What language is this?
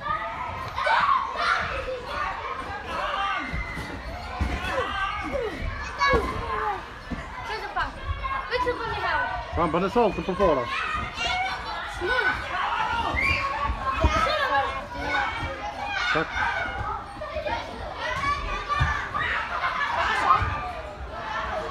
Danish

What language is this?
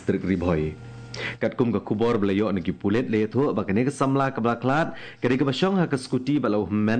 Khasi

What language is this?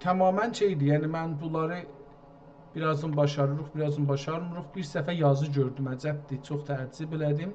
South Azerbaijani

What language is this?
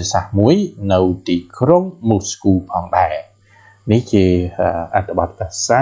Khmer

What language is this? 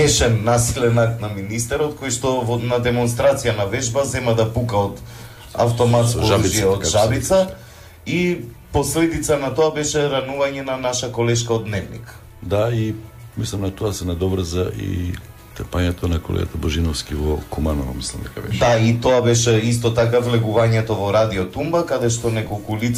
Macedonian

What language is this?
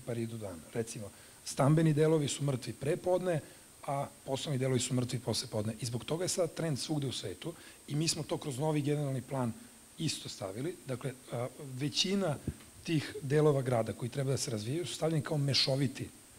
Serbian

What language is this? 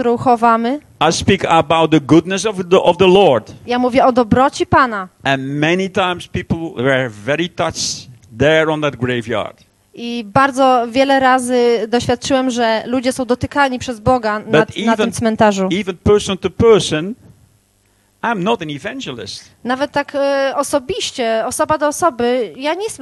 Polish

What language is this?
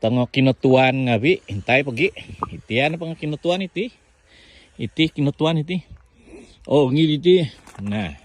Central Dusun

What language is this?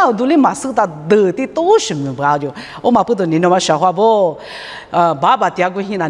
Lisu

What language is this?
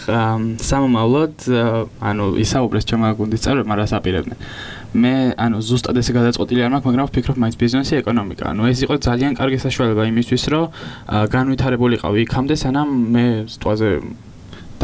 Georgian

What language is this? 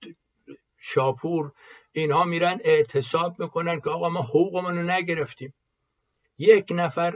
Persian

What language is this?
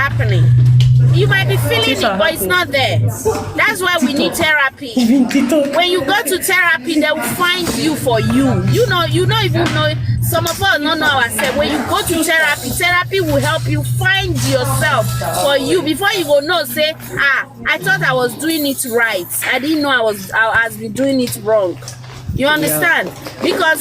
Nigerian Pidgin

